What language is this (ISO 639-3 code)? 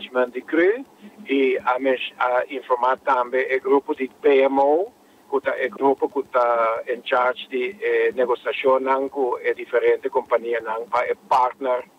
pap